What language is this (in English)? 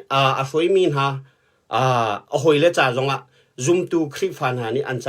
Hakha Chin